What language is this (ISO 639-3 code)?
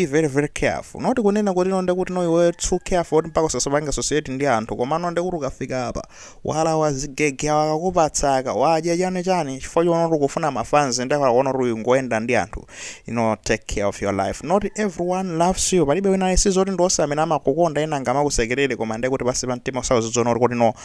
nya